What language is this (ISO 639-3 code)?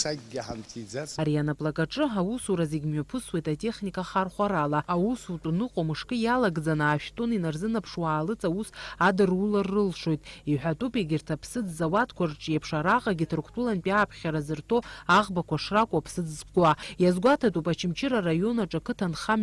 abk